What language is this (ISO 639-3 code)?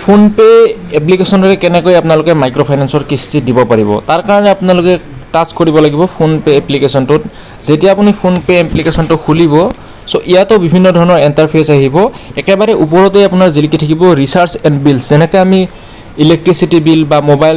asm